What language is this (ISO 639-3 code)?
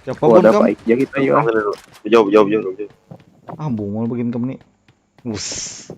bjn